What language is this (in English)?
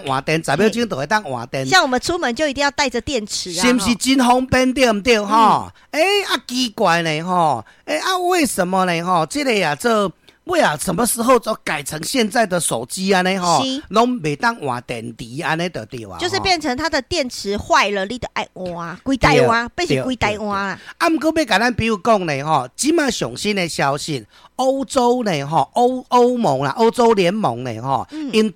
Min Nan Chinese